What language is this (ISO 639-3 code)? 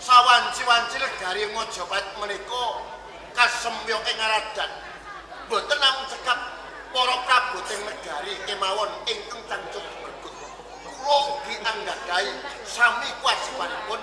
jav